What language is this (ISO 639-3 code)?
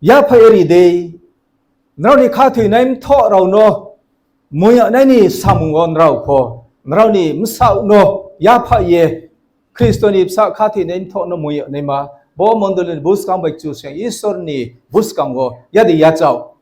ria